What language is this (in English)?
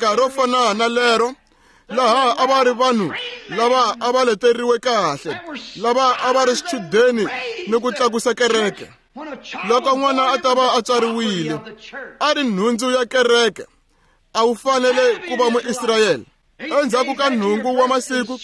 Tsonga